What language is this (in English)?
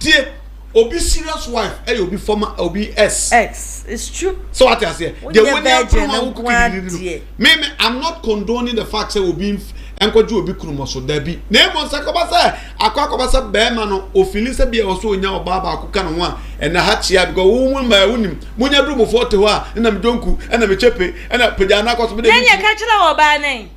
Akan